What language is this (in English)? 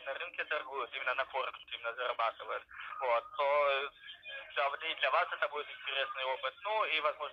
Russian